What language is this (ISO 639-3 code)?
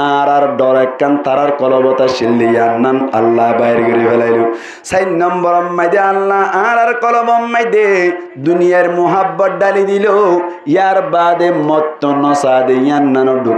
rhg